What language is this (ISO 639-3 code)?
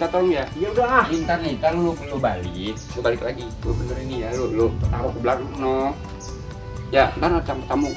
bew